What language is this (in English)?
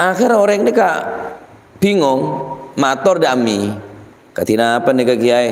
Madurese